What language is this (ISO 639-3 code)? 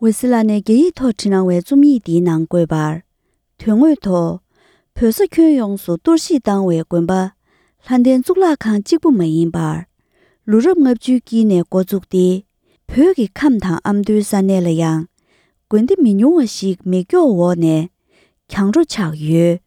bod